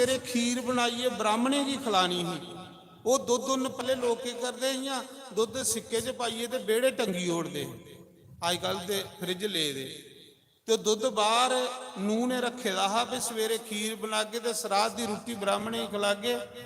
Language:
Dogri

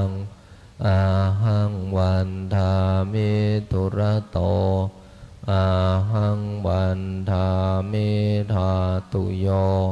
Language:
Pali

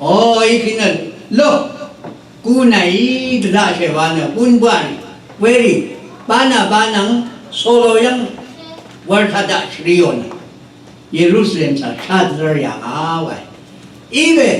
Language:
Rawang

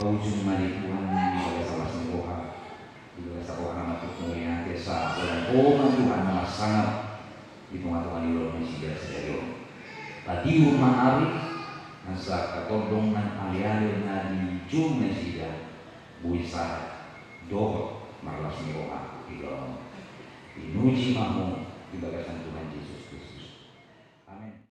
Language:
Batak Toba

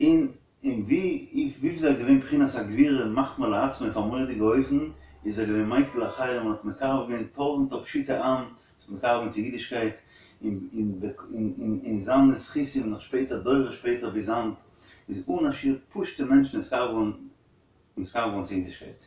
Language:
Yiddish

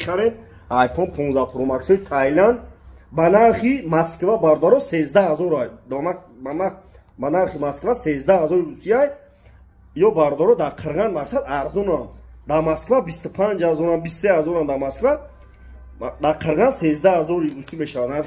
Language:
Tajik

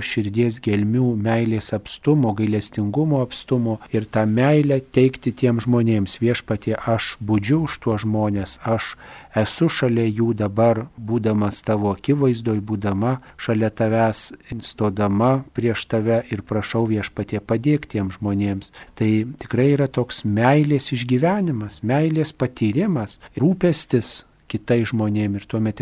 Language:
Lithuanian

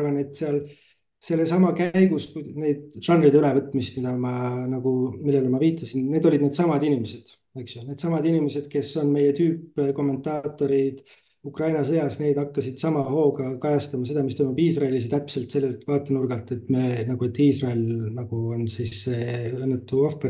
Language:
Estonian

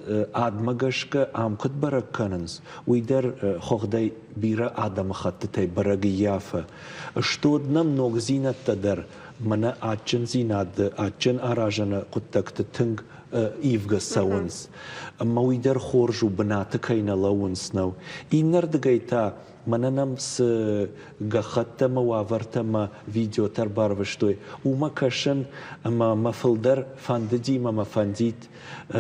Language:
Ossetic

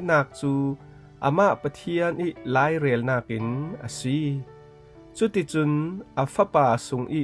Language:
Falam Chin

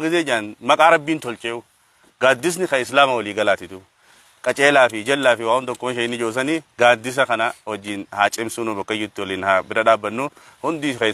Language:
Oromo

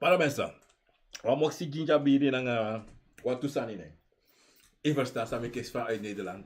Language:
Sranan Tongo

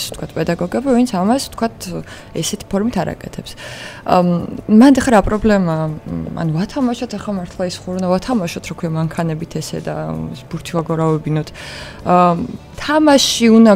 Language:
Georgian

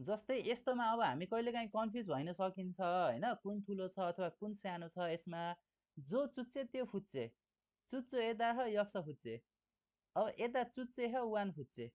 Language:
Nepali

